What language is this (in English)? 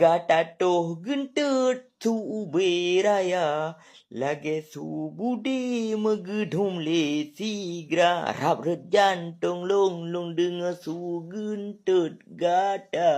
Achinese